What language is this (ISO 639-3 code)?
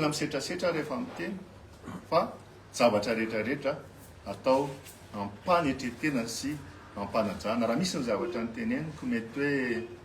mlg